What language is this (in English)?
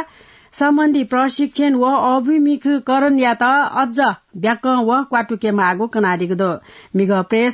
Newari